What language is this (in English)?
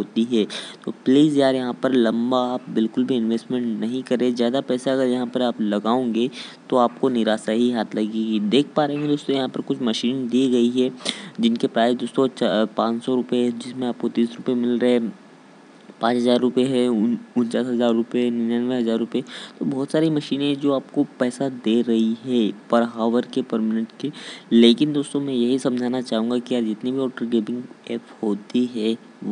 Hindi